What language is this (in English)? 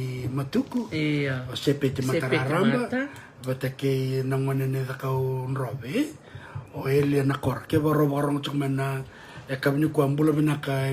Fijian